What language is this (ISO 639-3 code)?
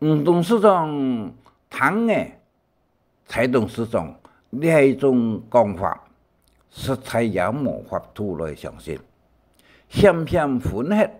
hak